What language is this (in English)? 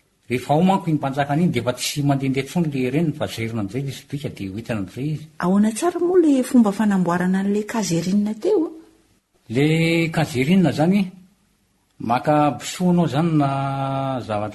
Malagasy